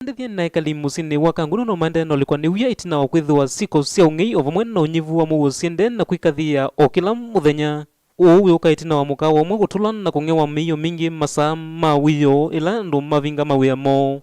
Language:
Kamba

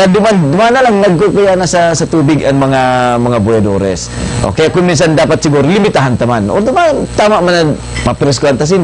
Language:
Bikol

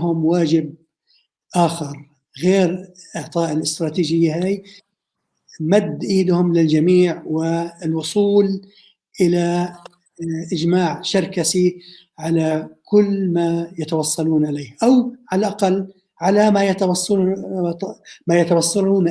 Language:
North Levantine Arabic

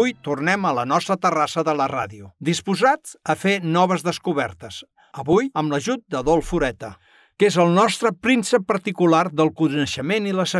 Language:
Catalan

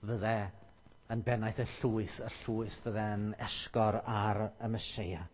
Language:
Welsh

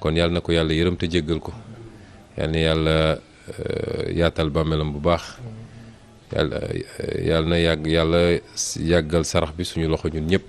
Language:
Wolof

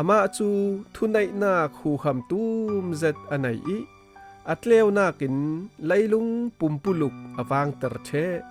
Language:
Falam Chin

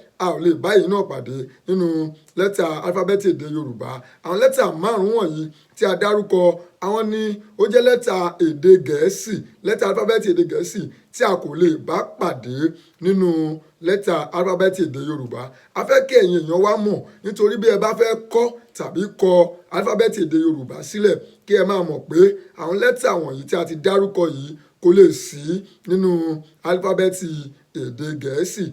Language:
Yoruba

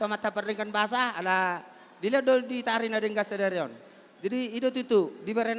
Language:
Batak Toba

